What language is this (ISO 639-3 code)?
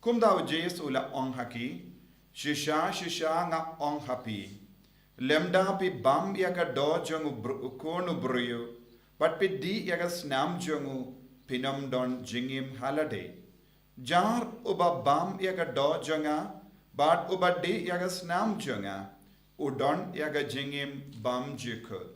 kha